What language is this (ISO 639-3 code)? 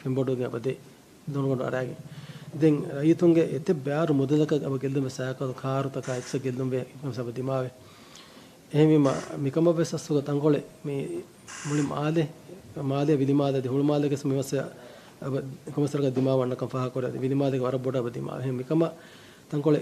div